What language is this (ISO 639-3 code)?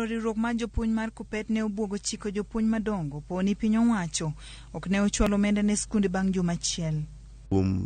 luo